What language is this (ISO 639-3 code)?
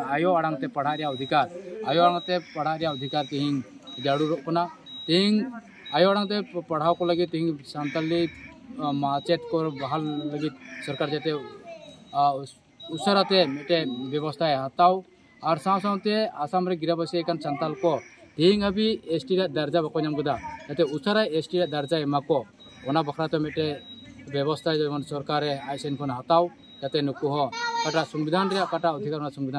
sat